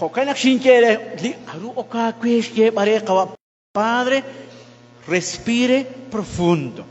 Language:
Kekchí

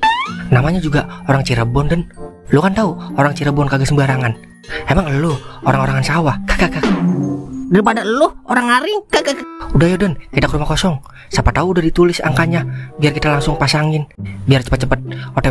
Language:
Betawi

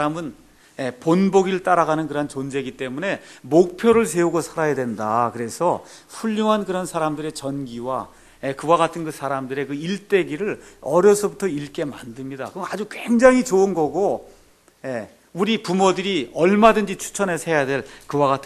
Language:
Korean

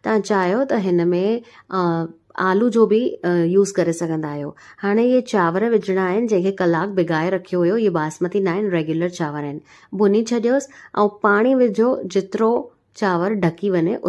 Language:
Sindhi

